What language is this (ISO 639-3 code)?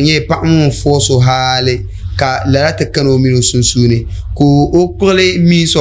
dag